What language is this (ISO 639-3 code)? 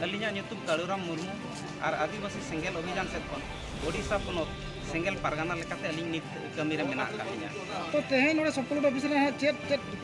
sat